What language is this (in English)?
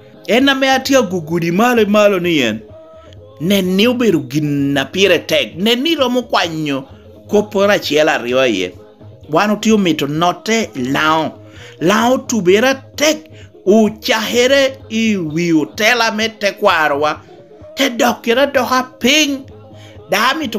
Lango (Uganda)